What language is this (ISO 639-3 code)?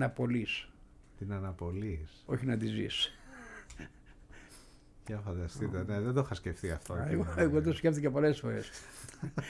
ell